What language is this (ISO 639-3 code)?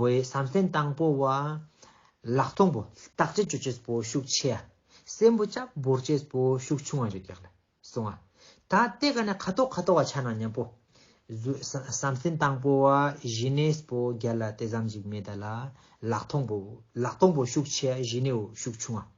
lbj